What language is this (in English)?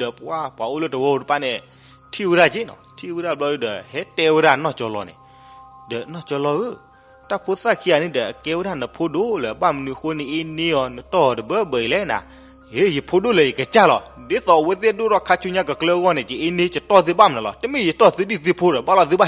S'gaw Karen